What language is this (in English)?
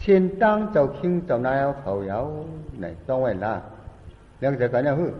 Shan